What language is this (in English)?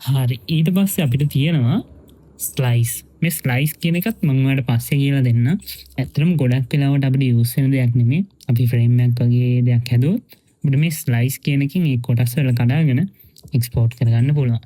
Sinhala